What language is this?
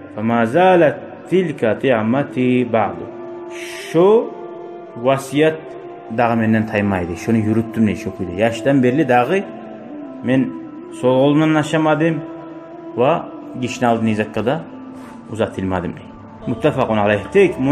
Kumyk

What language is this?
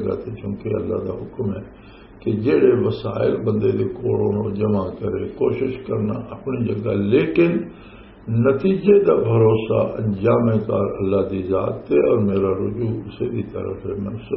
Western Panjabi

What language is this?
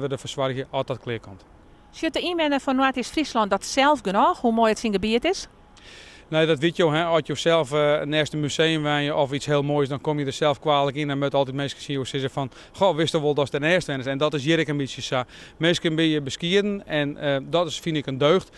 Western Frisian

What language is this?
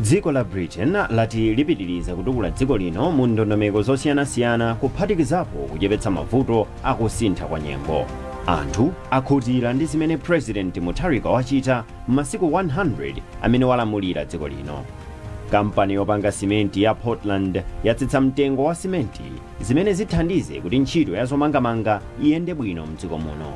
Nyanja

